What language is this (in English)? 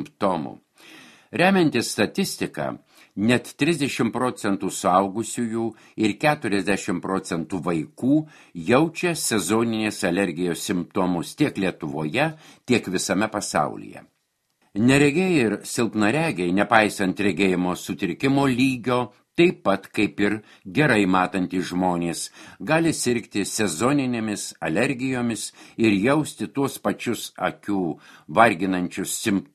Lithuanian